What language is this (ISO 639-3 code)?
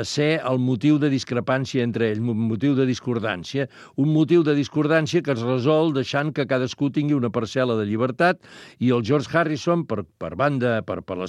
cat